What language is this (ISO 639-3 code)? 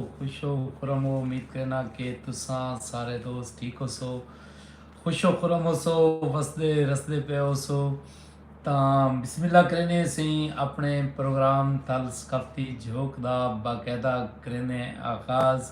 skr